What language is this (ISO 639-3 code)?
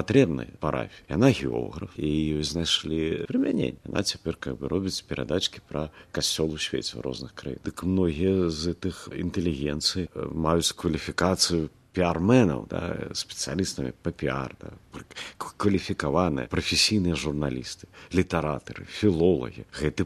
bel